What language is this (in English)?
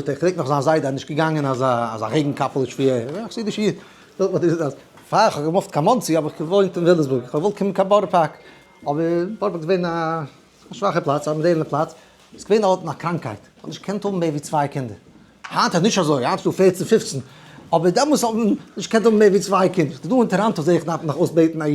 Yiddish